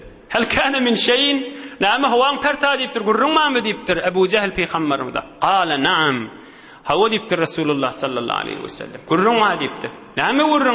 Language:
Turkmen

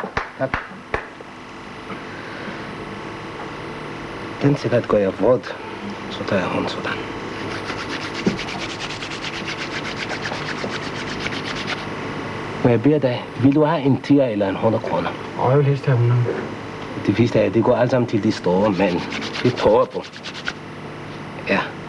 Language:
Danish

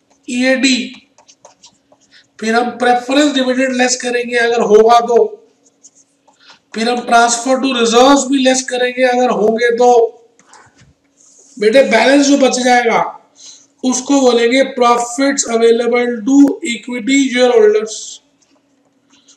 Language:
Hindi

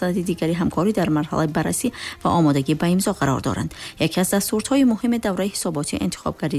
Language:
Tajik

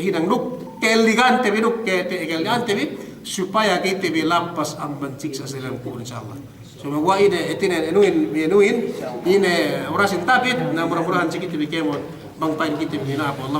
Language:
Yakan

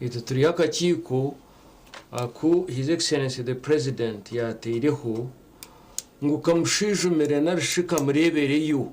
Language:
Nyankole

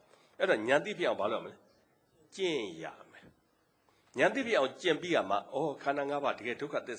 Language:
Burmese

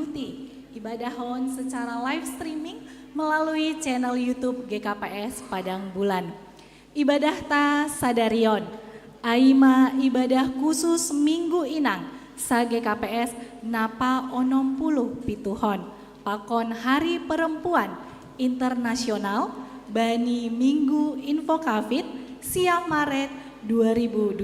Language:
Batak Simalungun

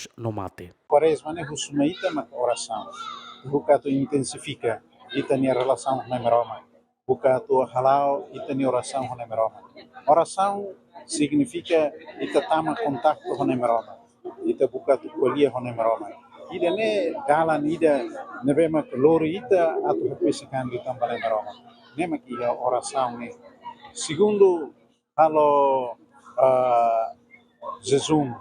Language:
Tetum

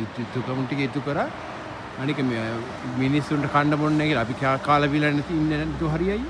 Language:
Sinhala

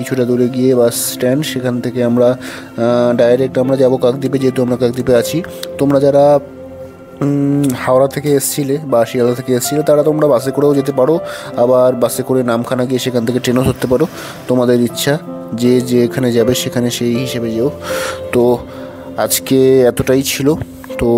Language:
Bangla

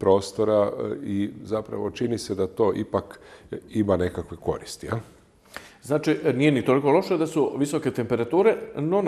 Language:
Croatian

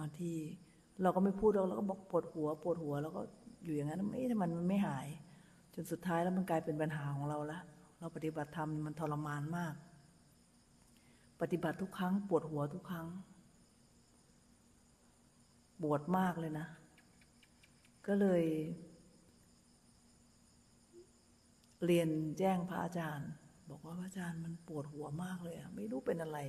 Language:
Thai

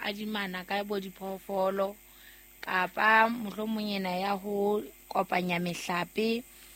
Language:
Southern Sotho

